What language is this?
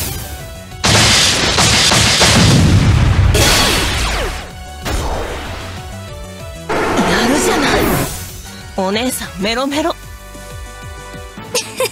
Japanese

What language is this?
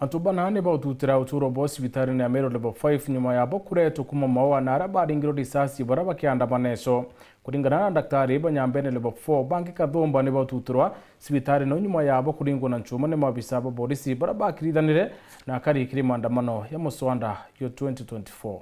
Meru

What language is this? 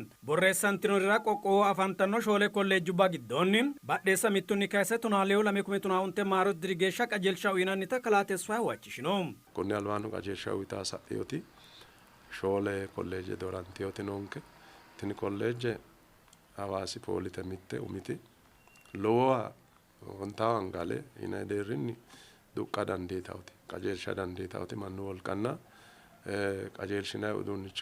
Sidamo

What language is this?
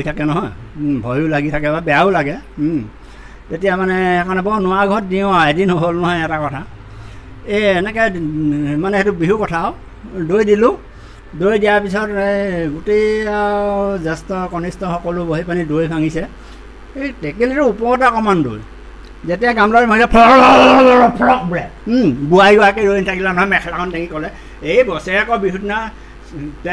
Assamese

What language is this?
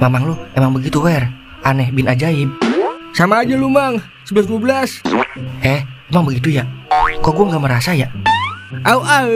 Betawi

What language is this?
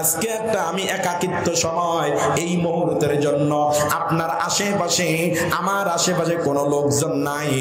Bangla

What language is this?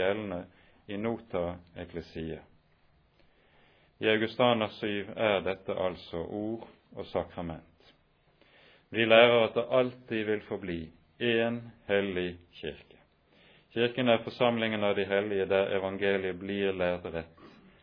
Norwegian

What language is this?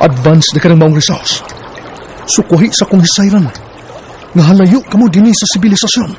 Cebuano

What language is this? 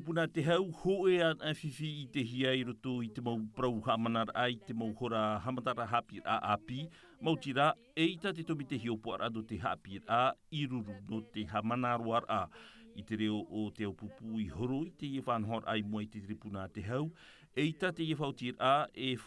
Tahitian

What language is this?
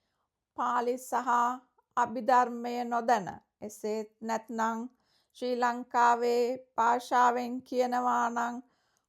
Sinhala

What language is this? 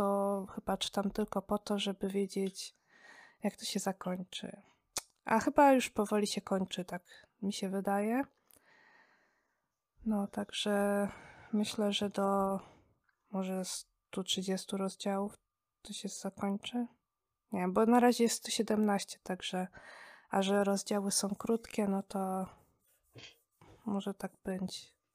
Polish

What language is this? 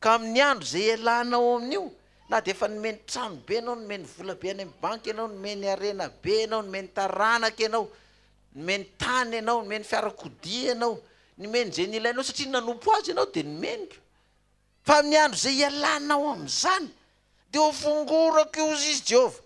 Malagasy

